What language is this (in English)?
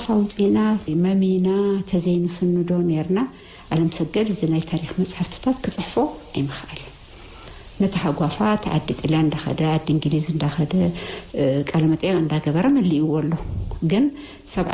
Tigrinya